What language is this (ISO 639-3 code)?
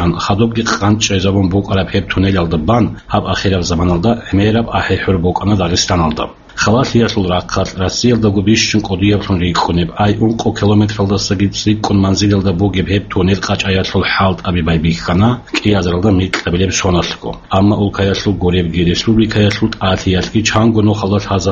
ava